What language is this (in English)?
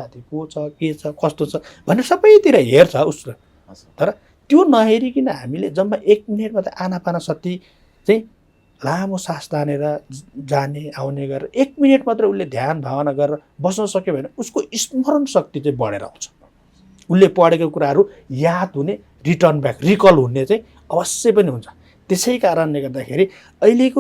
Nepali